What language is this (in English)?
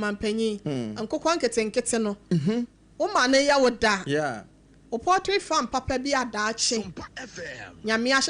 Akan